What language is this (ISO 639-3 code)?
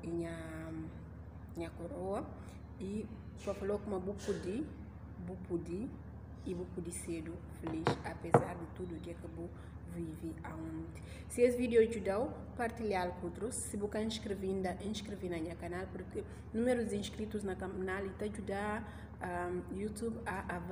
por